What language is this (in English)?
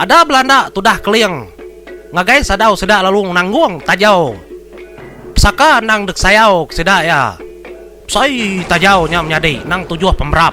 Iban